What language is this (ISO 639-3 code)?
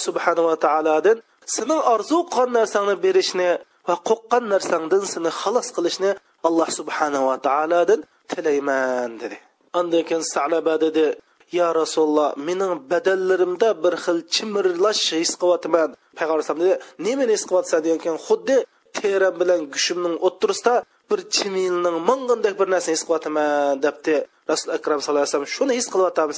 uig